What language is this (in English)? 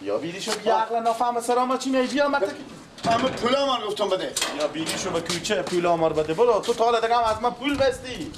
Persian